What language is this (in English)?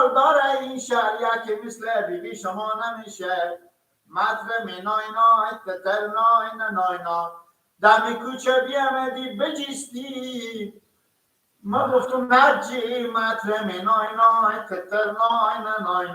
Persian